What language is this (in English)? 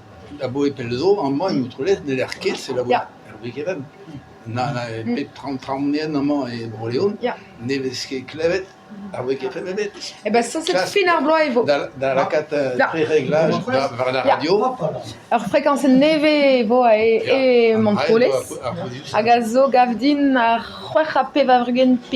Breton